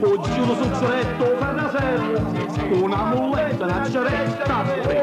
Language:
Neapolitan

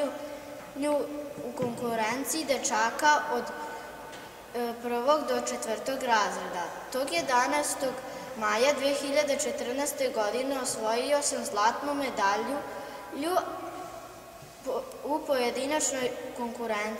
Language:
Serbian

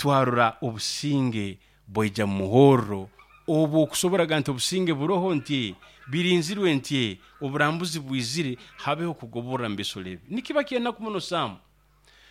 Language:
Nyoro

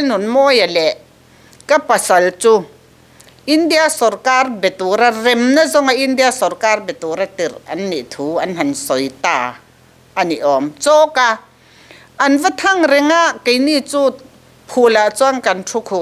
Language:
Mizo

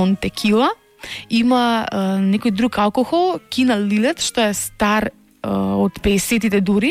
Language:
Macedonian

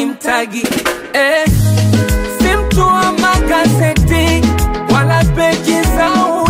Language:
Swahili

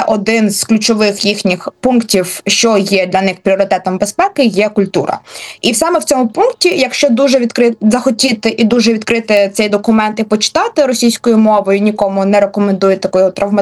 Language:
Ukrainian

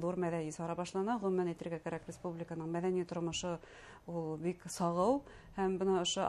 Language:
Bashkir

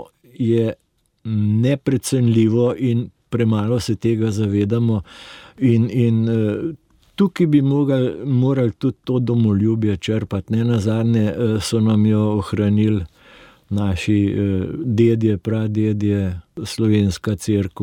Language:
Slovenian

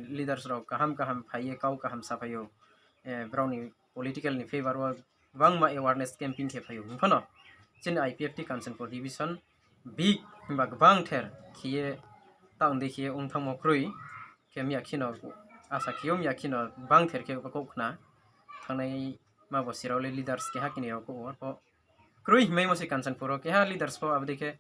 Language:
Riang (India)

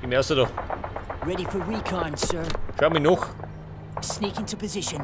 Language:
Bavarian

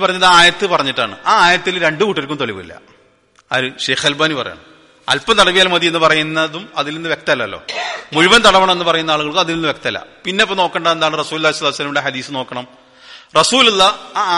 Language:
Malayalam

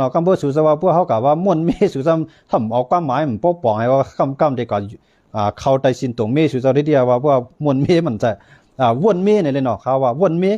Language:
Shan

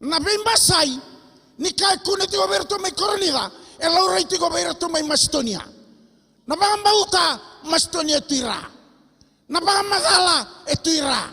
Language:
Fijian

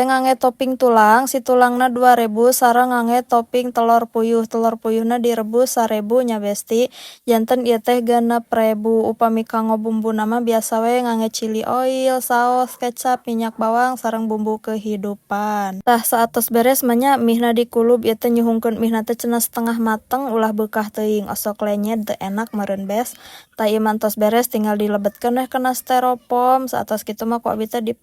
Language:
Sundanese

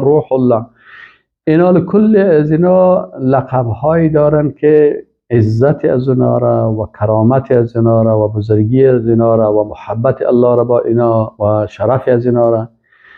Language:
Persian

